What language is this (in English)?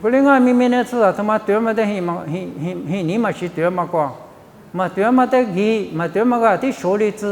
Lisu